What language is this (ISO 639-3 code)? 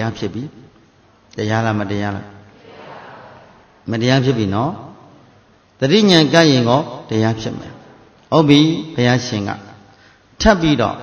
mya